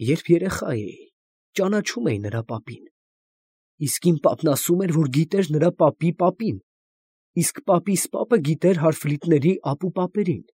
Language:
Armenian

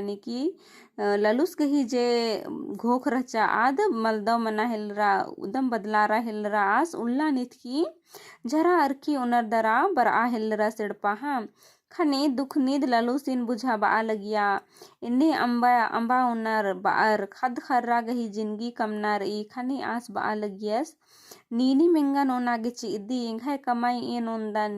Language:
Kurukh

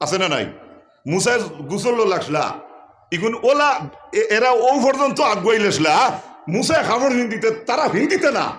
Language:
Sylheti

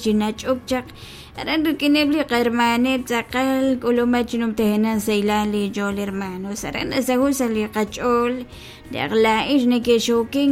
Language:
Kekchí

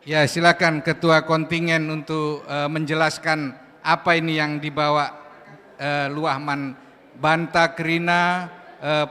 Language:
Batak Karo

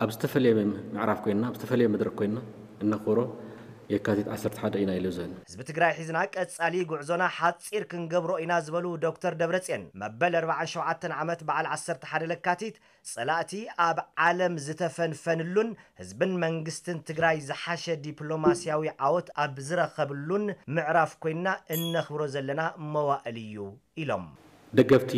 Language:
Tigrinya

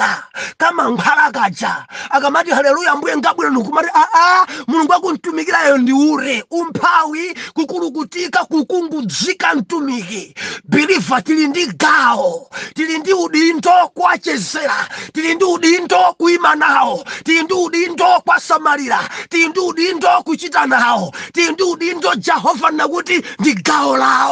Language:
Nyanja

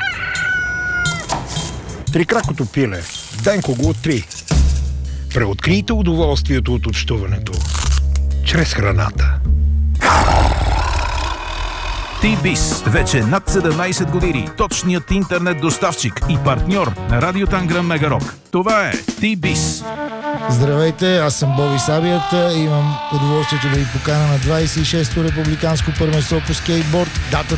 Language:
Bulgarian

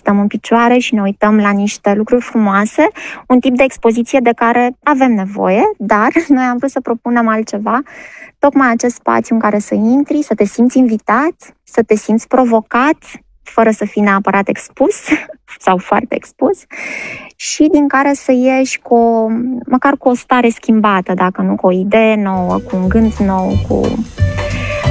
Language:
Romanian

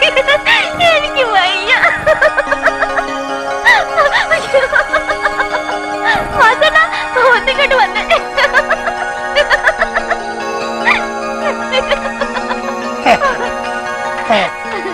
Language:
Malayalam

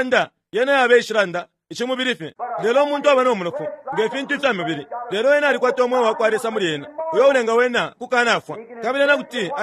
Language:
Bemba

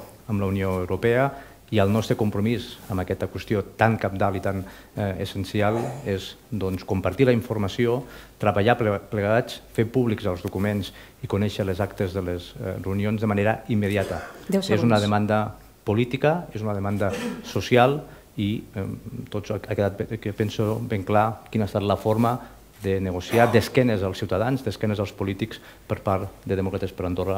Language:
Catalan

